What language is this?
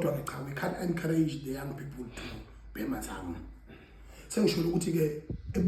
Zulu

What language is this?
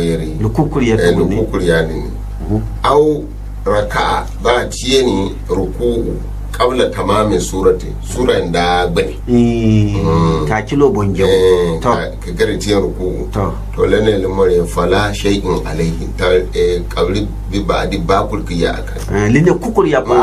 Gourmanchéma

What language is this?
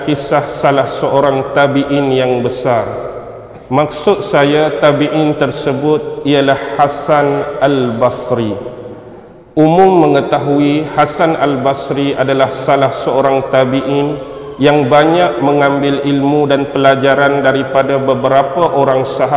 Malay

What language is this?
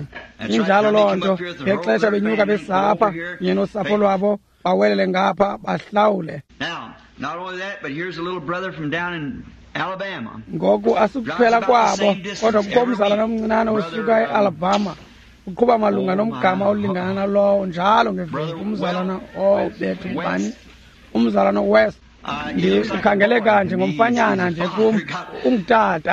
Xhosa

